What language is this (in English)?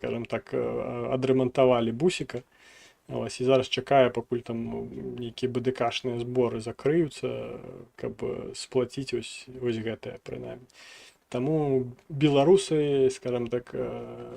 Belarusian